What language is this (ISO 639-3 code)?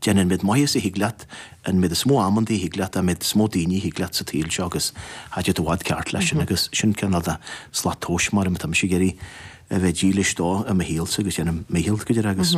gle